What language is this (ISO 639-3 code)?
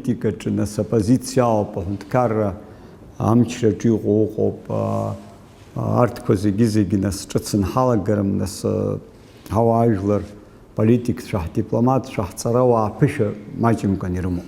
abk